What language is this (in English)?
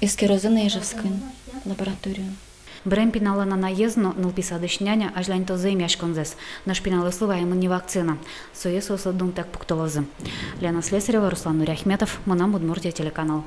Udmurt